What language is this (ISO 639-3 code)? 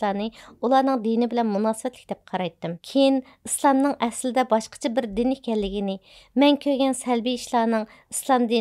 uig